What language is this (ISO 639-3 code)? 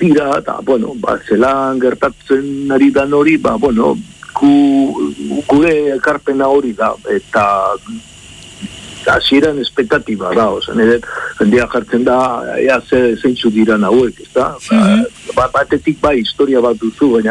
eus